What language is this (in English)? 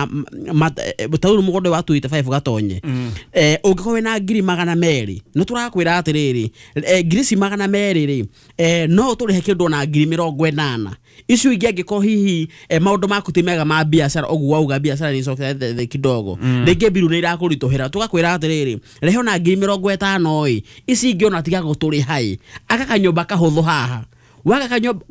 Kikuyu